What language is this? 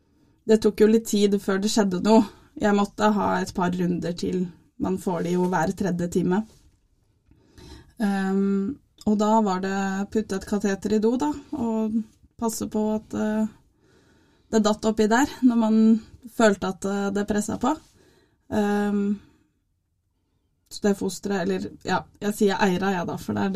Norwegian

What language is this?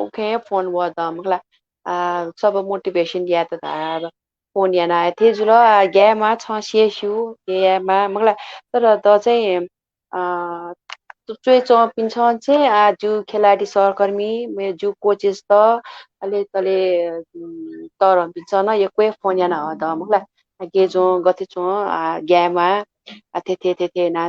Newari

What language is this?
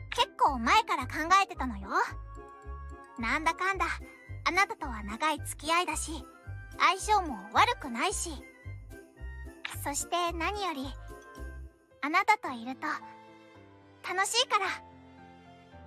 Japanese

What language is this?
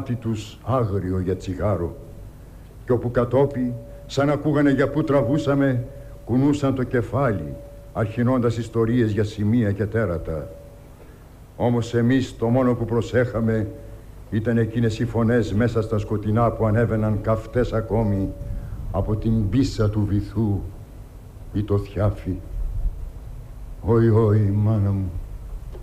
Greek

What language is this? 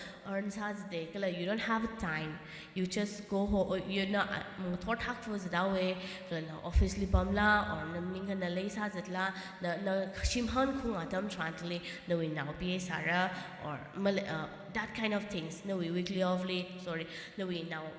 Tangkhul Naga (India)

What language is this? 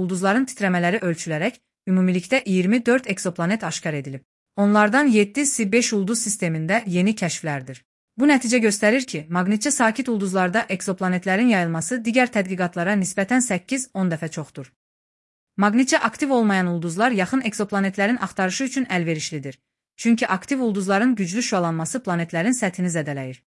Azerbaijani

